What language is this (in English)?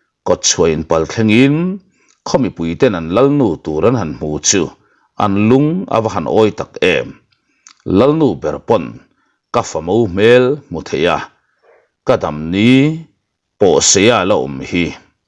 Mizo